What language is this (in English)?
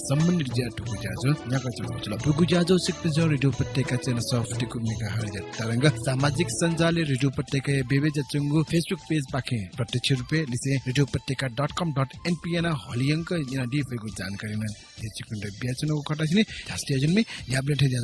Newari